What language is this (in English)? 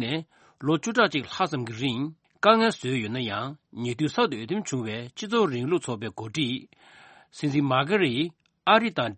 Tibetan